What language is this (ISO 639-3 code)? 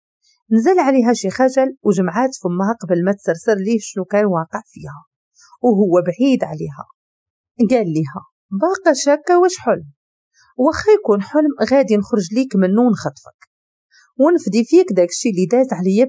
ary